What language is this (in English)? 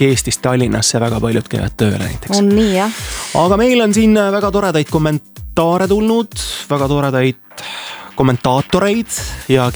Estonian